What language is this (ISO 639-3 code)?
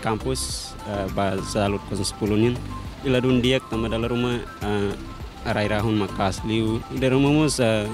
tet